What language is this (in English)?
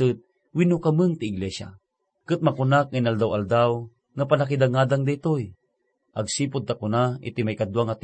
Iloko